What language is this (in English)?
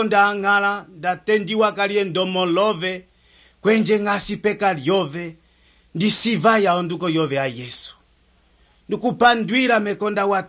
Umbundu